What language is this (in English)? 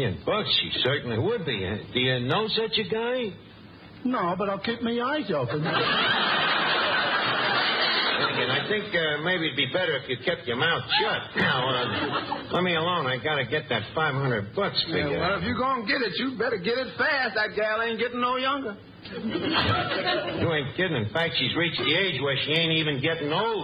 English